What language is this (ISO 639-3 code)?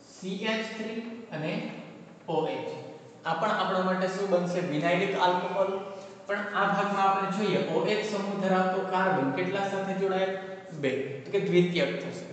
guj